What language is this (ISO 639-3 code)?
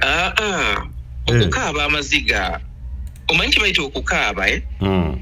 lug